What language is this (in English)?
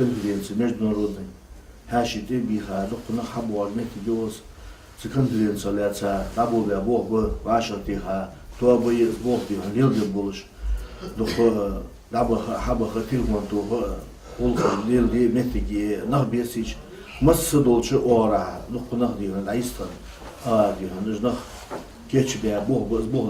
Ingush